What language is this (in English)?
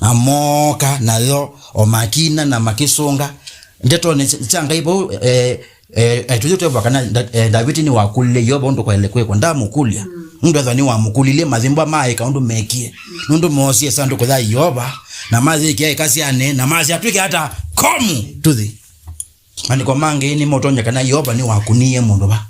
Kamba